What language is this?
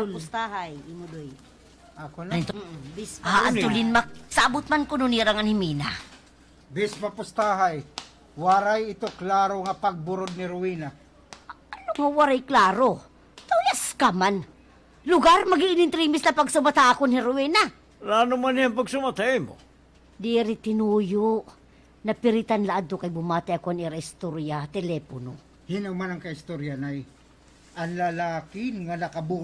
Waray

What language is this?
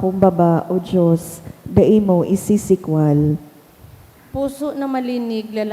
Bikol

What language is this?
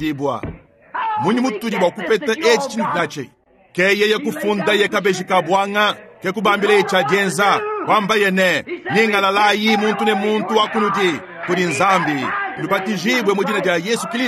Luba-Lulua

